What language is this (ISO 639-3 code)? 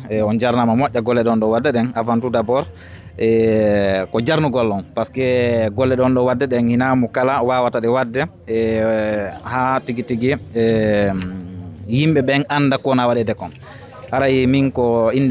ful